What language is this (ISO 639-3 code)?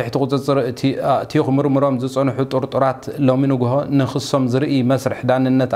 tir